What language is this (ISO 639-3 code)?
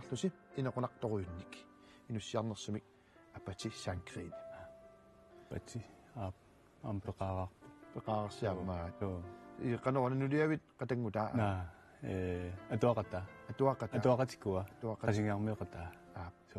kal